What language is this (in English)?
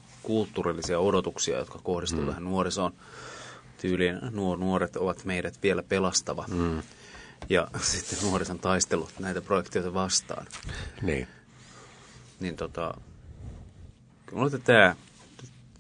Finnish